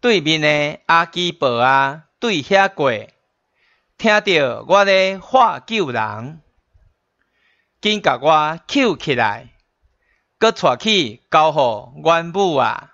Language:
Min Nan Chinese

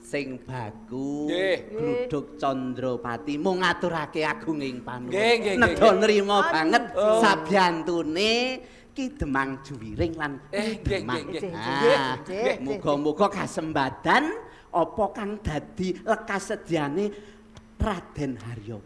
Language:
Javanese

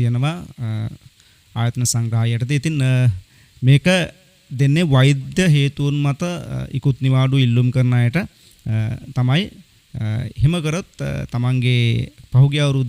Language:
Sinhala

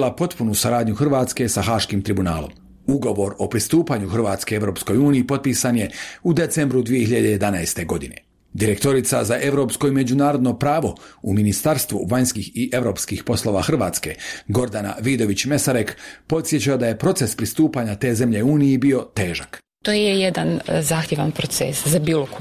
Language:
Bosnian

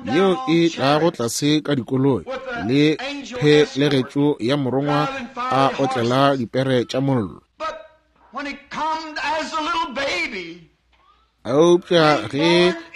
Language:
Northern Sotho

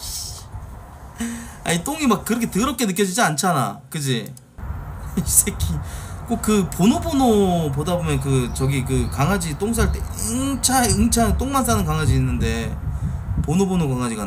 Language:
Korean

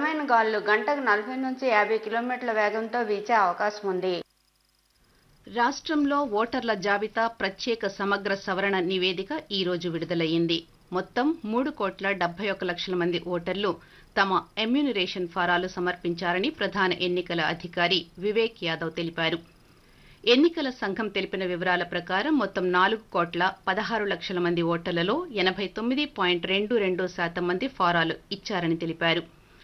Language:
Telugu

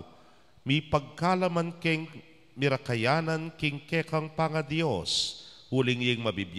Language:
Pampanga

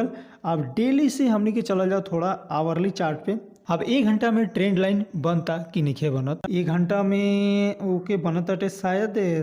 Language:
Bhojpuri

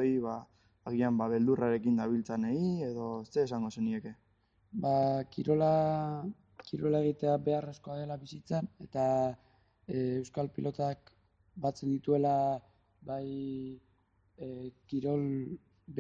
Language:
Basque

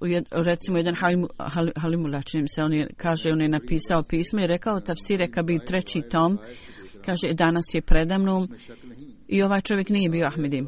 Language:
Bosnian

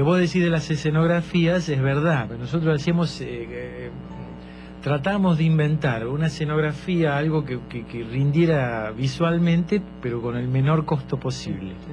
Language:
Spanish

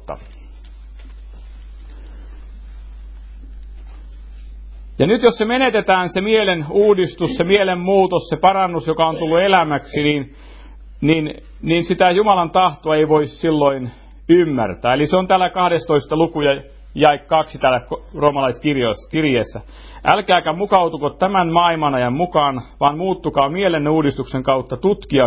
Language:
Finnish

